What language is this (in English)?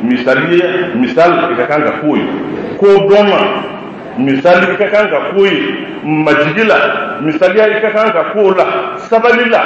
Bambara